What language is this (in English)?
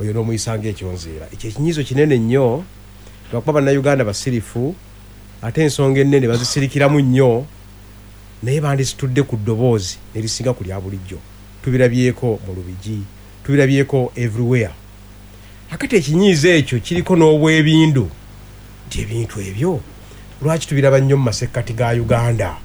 Ganda